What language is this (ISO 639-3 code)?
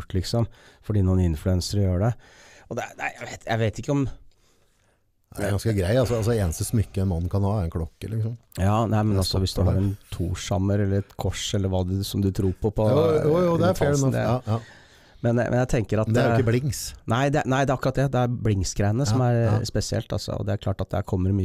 nor